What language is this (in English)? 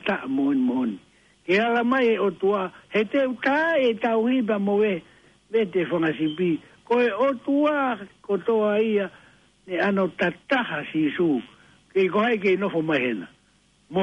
Tongan